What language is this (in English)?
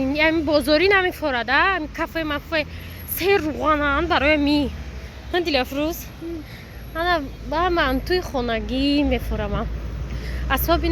Tajik